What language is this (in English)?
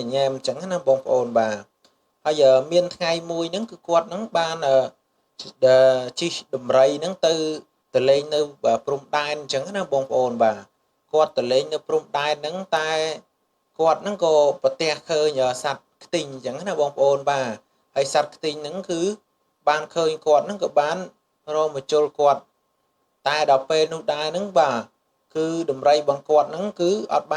Khmer